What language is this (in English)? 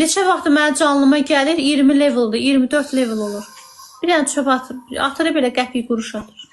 Azerbaijani